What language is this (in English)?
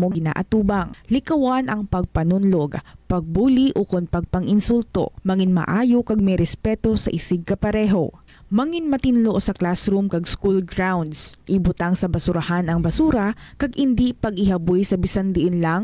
Hiligaynon